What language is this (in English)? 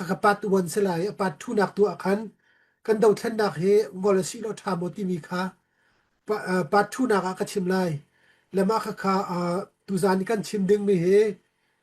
Hakha Chin